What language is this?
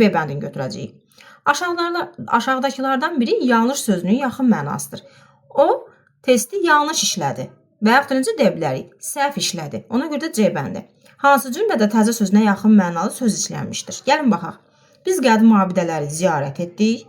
Azerbaijani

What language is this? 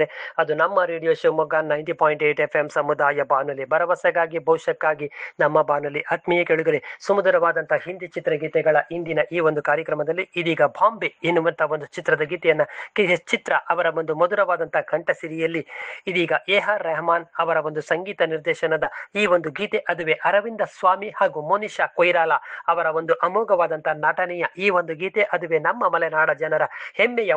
Kannada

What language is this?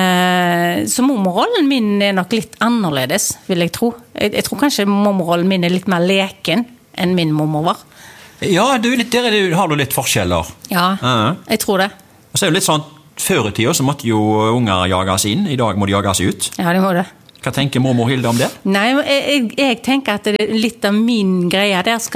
Norwegian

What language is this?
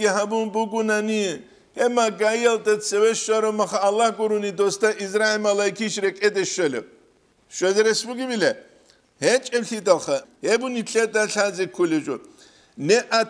Avaric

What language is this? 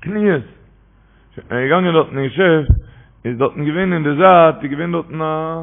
Yiddish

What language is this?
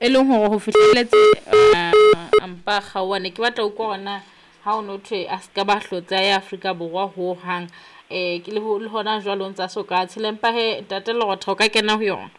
Southern Sotho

